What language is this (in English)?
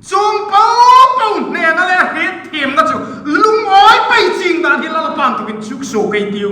Hmar